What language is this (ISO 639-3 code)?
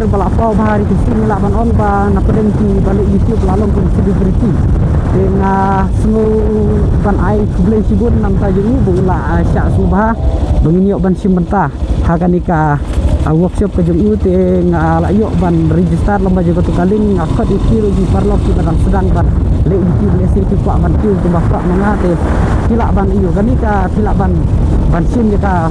kha